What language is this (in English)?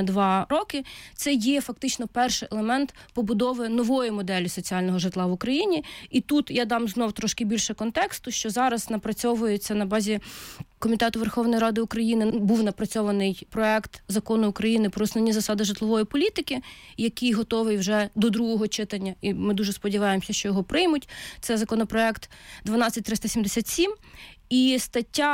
Ukrainian